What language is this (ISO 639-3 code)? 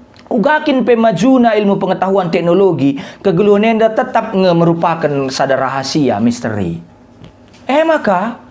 btx